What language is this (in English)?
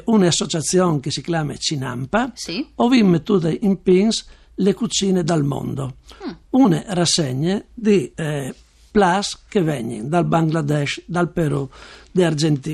Friulian